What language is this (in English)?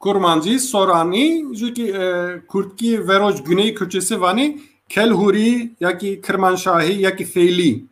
Zaza